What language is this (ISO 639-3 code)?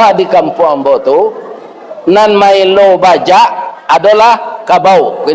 min